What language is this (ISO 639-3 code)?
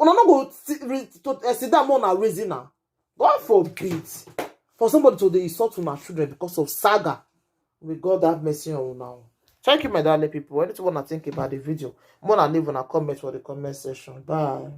pcm